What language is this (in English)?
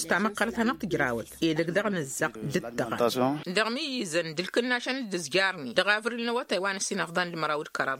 Tamasheq